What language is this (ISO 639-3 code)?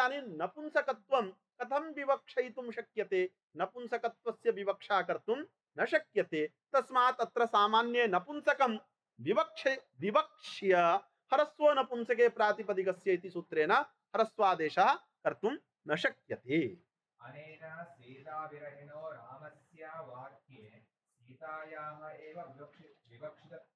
san